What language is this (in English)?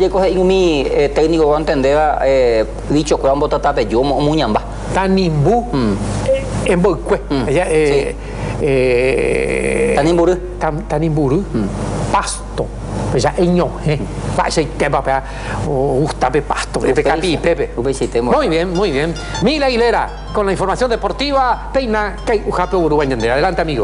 Guarani